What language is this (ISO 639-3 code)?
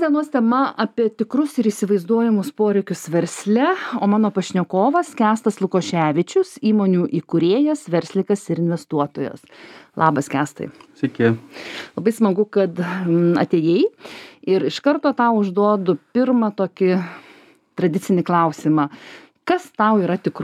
lit